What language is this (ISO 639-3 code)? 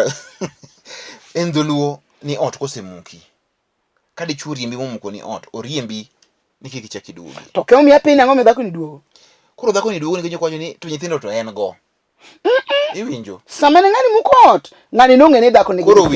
luo